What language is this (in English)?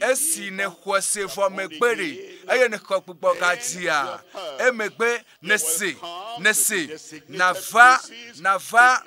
Ewe